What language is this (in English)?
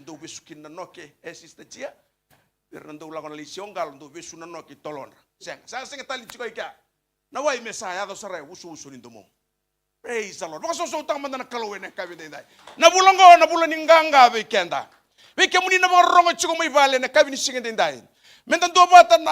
Fijian